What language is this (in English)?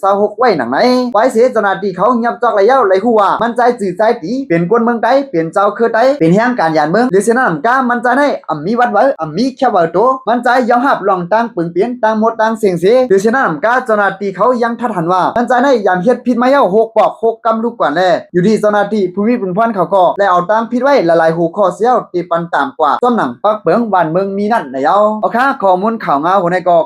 Lao